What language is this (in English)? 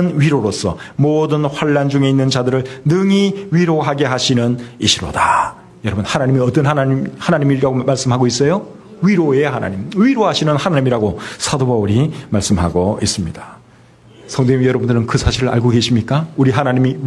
Korean